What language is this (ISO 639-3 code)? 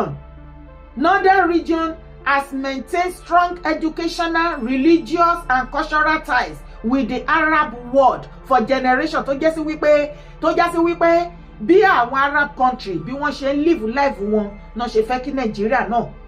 yor